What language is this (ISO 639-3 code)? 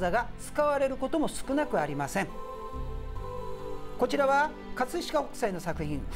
jpn